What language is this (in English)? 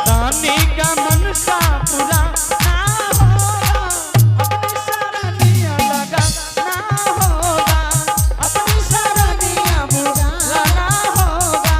Angika